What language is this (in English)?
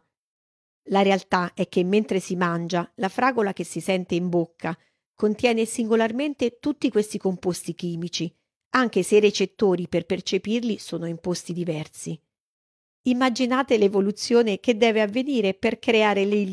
Italian